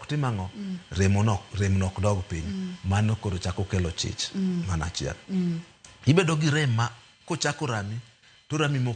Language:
Luo (Kenya and Tanzania)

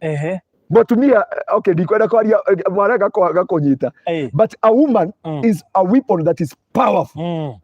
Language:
Kikuyu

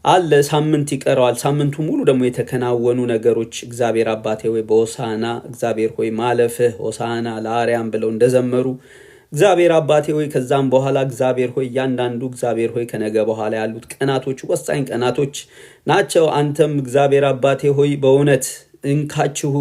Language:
Amharic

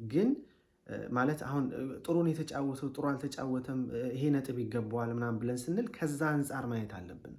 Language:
Amharic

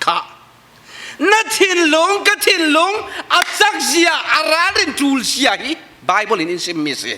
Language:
Falam Chin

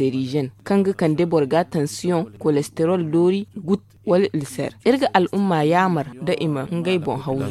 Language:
Zarma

